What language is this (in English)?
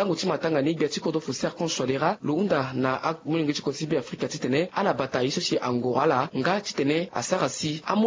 Sango